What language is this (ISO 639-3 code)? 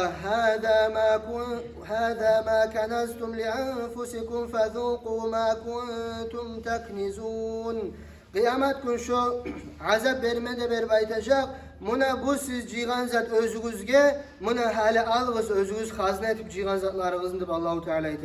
kum